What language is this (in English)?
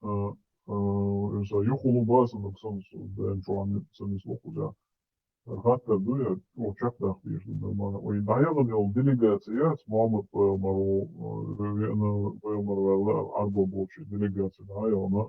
Chechen